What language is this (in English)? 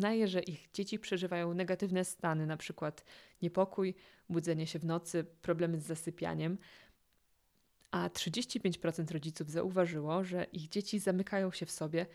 Polish